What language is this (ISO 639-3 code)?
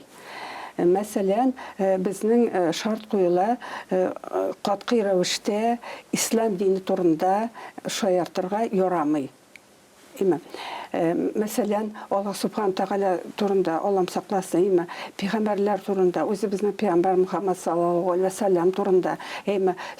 tat